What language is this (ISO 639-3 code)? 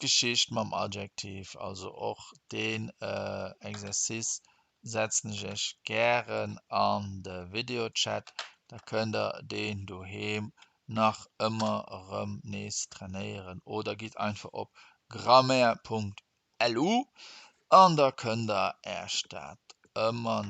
ltz